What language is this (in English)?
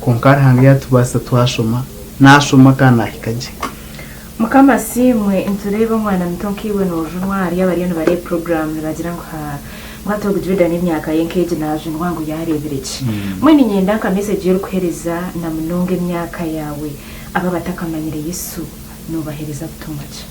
Nyankole